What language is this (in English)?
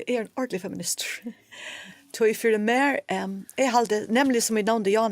Faroese